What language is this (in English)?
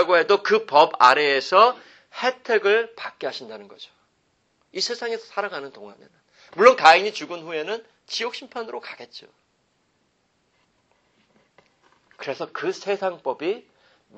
Korean